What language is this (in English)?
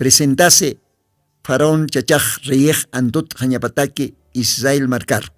Aymara